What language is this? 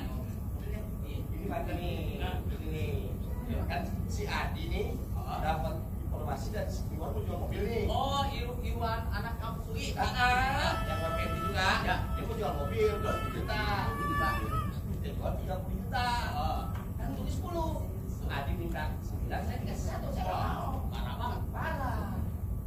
Betawi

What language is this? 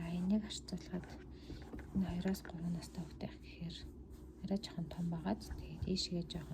Mongolian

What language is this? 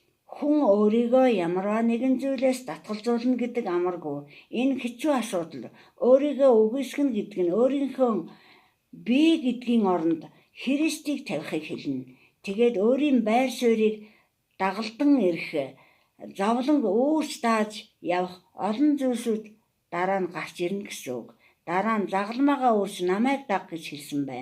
Mongolian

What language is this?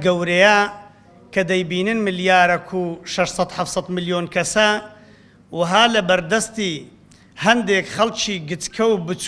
Central Kurdish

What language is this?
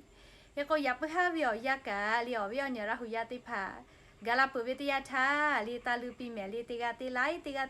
Lahu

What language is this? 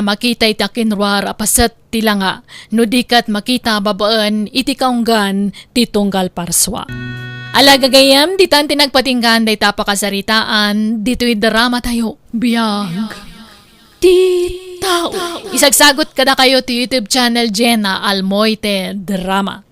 Iloko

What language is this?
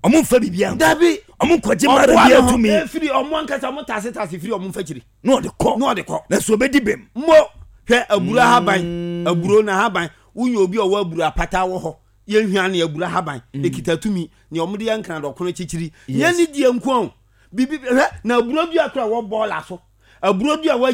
Akan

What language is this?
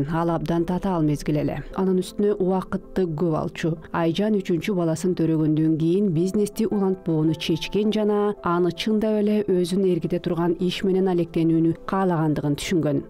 Kyrgyz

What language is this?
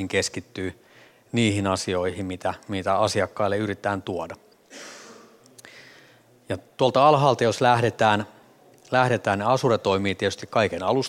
Finnish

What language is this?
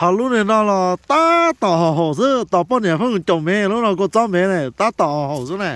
Hmong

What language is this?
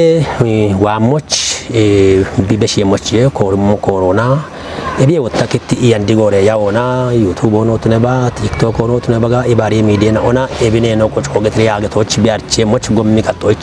Kafa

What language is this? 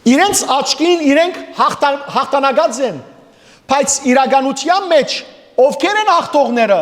Western Armenian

